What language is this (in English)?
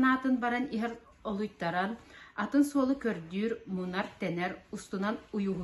Yakut